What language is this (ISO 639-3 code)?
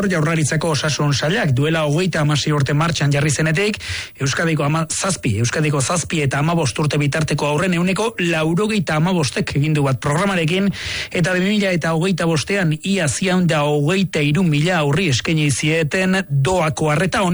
eus